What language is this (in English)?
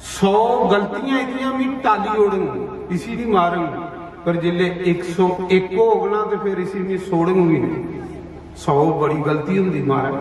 Dogri